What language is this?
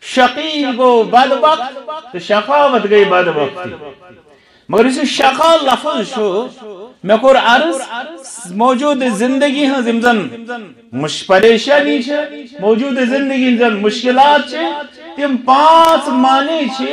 Kashmiri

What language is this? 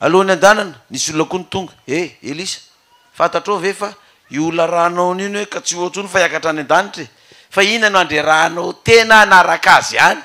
Malagasy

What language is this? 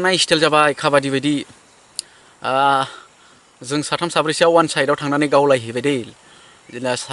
Bodo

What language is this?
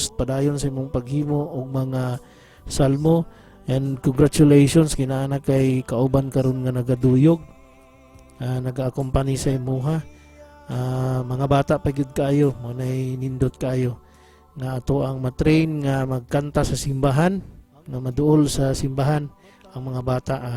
Cebuano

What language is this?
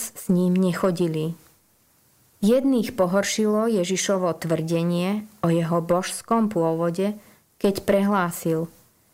Slovak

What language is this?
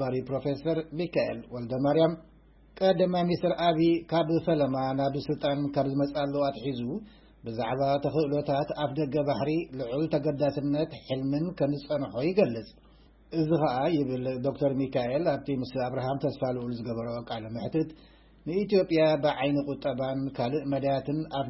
Tigrinya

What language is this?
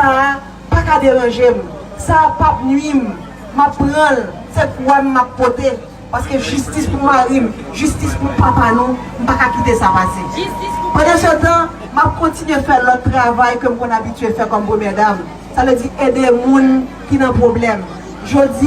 Haitian Creole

